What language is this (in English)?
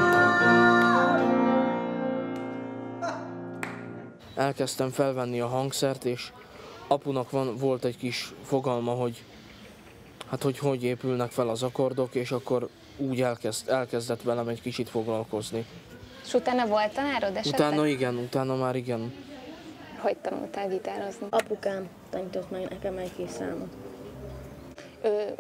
Hungarian